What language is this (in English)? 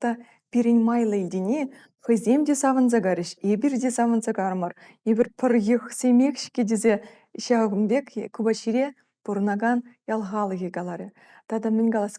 Chuvash